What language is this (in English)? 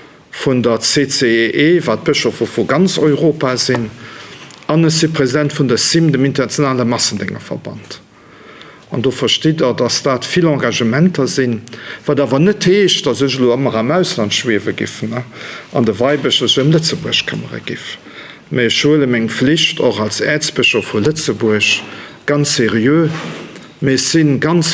Luxembourgish